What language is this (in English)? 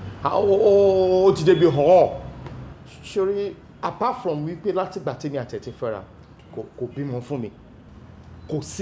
Yoruba